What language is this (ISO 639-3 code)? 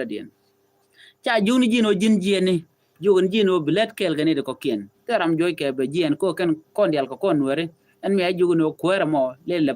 nus